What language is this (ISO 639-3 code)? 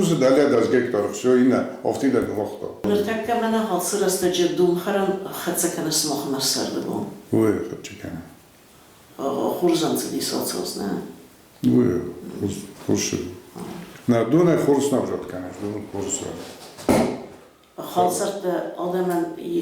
oss